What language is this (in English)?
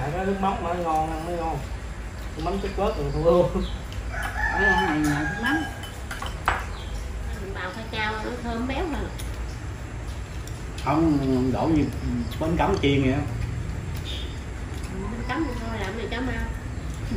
Vietnamese